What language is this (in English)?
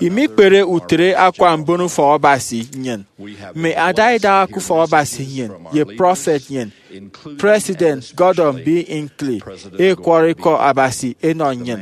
Efik